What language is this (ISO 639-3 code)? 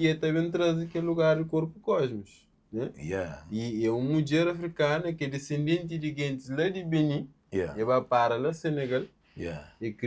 kea